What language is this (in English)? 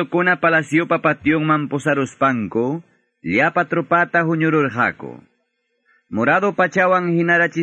Quechua